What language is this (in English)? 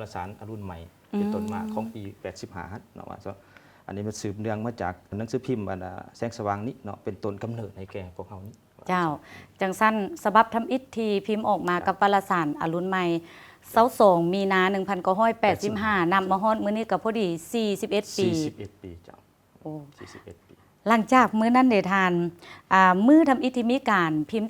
Lao